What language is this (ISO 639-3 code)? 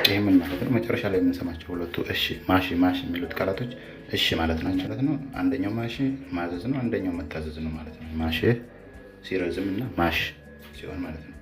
amh